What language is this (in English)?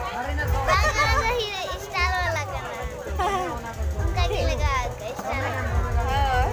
Santali